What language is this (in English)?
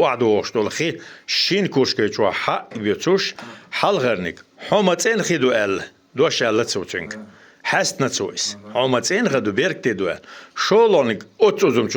Chechen